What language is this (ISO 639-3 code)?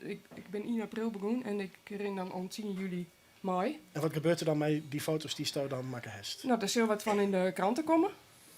fry